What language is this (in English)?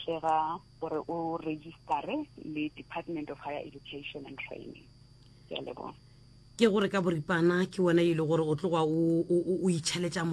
Northern Sotho